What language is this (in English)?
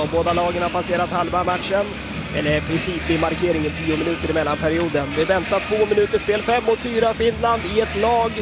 Swedish